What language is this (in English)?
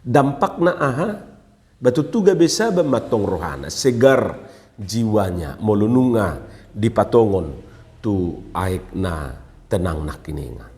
Batak Toba